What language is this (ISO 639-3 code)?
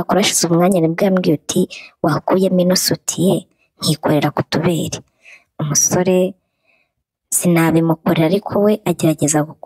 kin